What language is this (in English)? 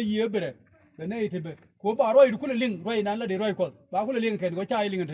Nuer